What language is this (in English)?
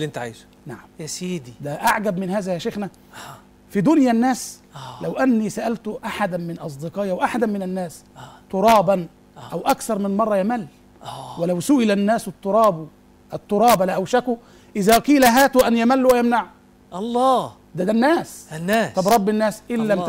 Egyptian Arabic